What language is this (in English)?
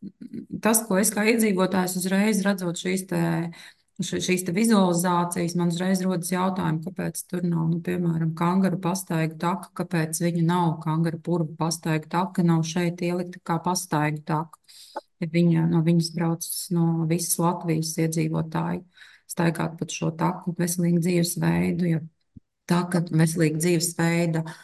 Latvian